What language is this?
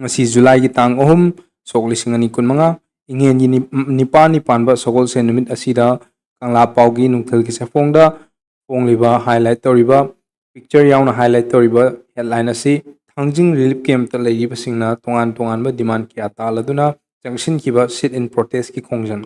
Manipuri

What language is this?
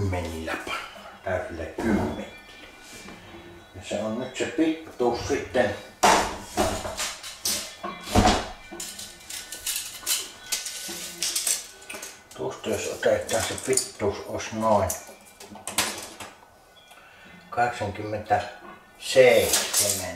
Finnish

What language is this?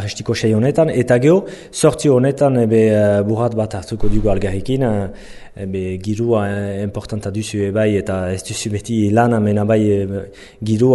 Basque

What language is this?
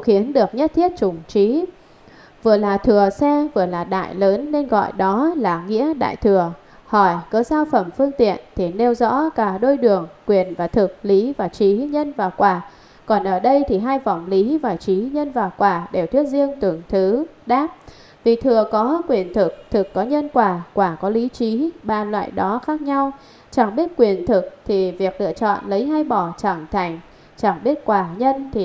Vietnamese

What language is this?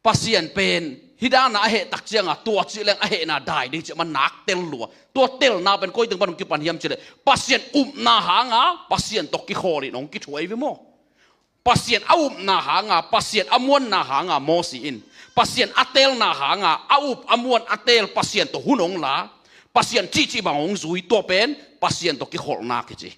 Tedim Chin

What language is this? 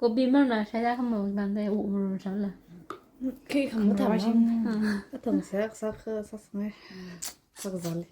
Tangkhul Naga (India)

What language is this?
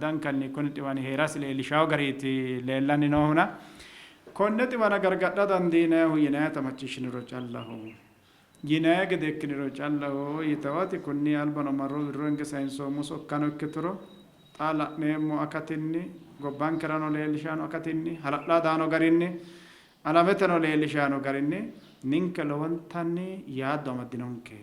Sidamo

